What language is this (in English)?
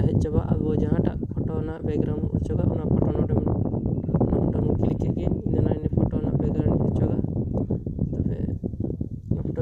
Santali